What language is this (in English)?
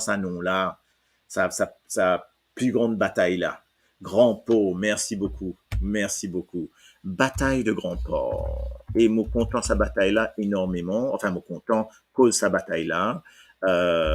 Morisyen